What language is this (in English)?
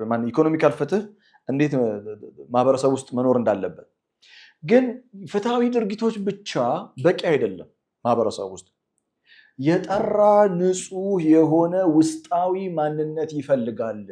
Amharic